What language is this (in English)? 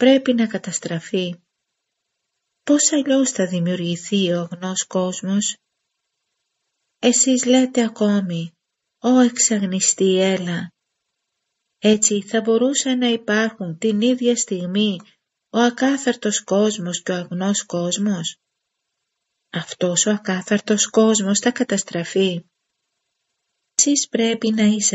Greek